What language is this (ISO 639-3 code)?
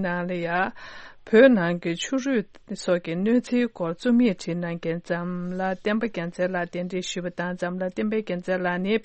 bod